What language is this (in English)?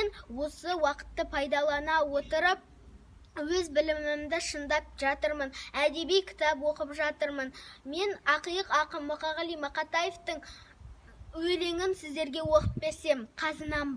Kazakh